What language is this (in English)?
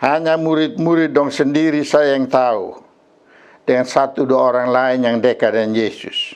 Kupang Malay